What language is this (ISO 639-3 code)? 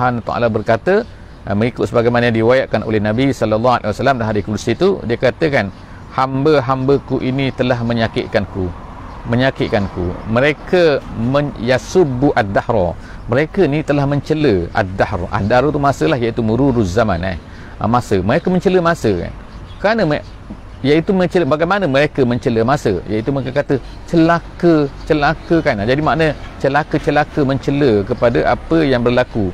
msa